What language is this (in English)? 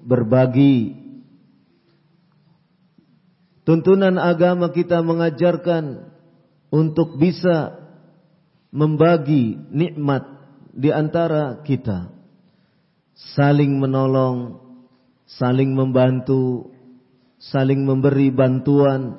Indonesian